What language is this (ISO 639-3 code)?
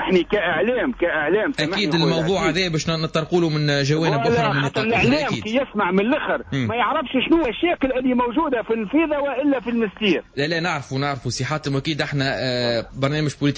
aeb